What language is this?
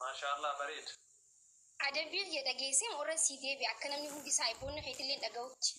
Oromo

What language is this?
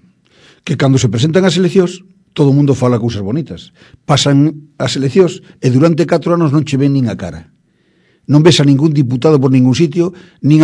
Galician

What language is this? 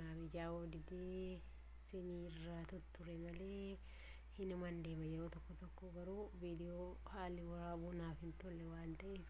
Oromo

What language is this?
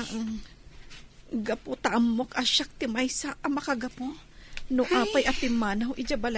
Iloko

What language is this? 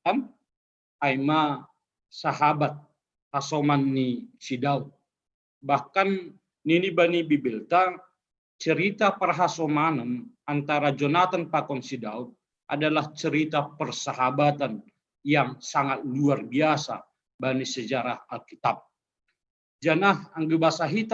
Batak Simalungun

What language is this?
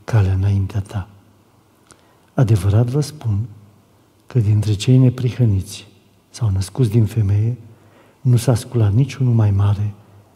Romanian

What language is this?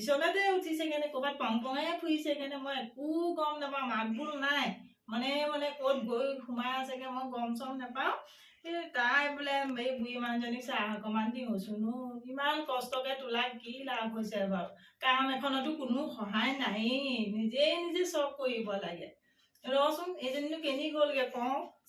Assamese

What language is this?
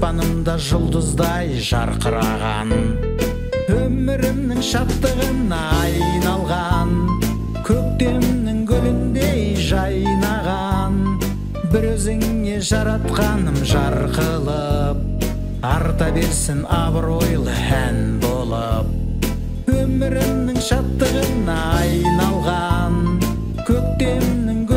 Kazakh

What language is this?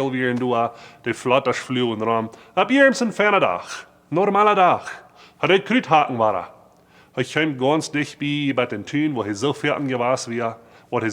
Plautdietsch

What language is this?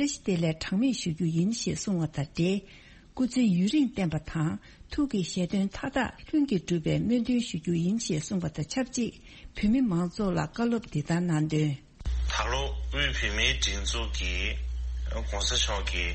Tibetan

